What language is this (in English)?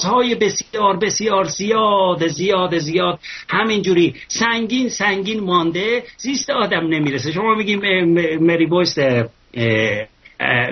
Persian